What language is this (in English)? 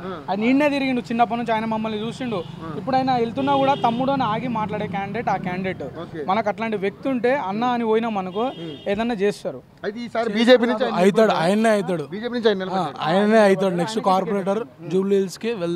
Telugu